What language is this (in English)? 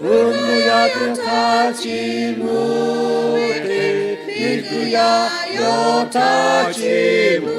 Lahu